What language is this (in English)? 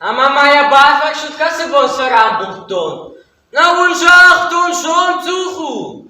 Ossetic